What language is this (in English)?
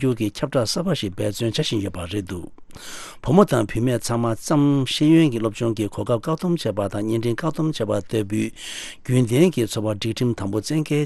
Tibetan